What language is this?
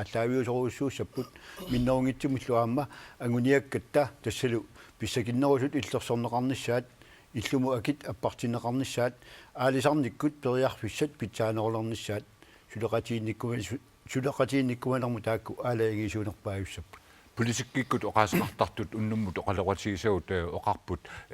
Kalaallisut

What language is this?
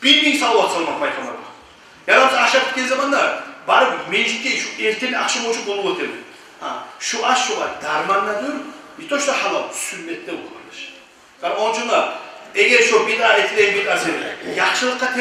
Kumyk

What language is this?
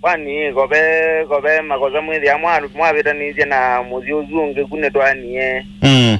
Kamba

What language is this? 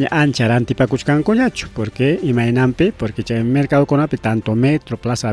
Ayacucho Quechua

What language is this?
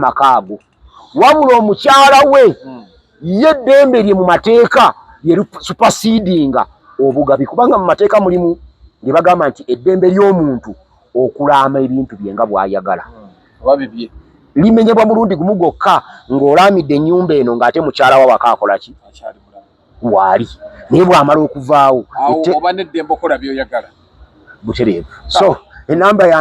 Ganda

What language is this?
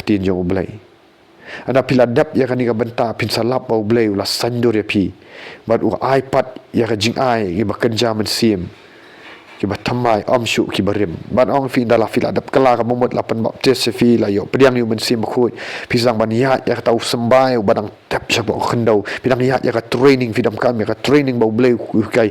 Khasi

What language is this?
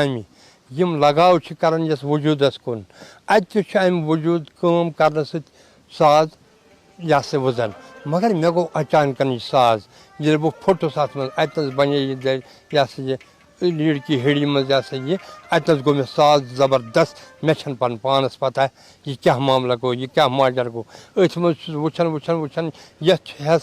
Kashmiri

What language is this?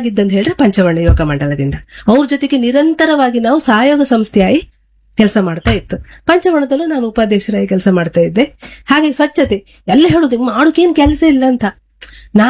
Kannada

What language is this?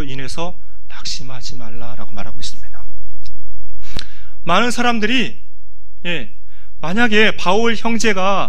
Korean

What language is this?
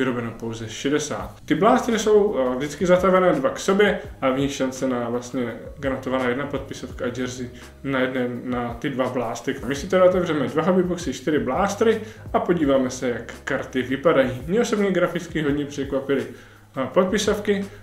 Czech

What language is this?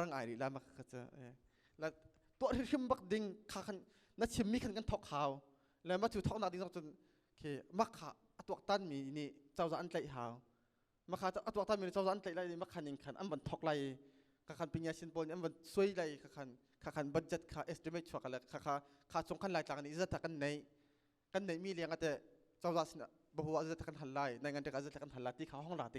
Hakha Chin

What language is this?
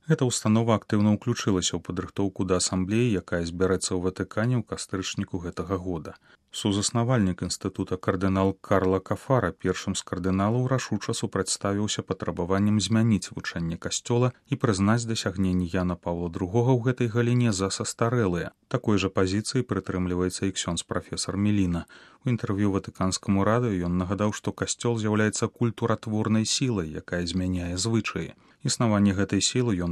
Belarusian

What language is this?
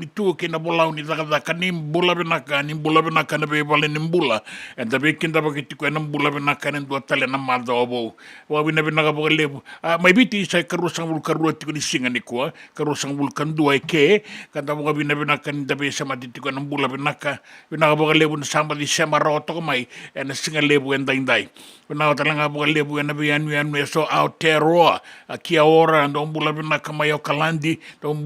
Fijian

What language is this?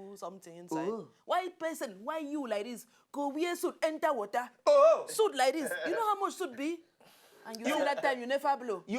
Nigerian Pidgin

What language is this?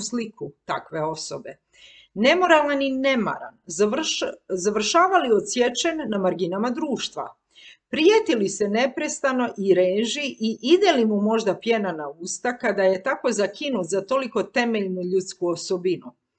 Croatian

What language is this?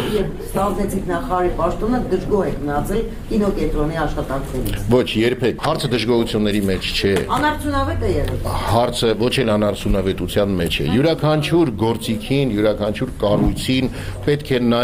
Armenian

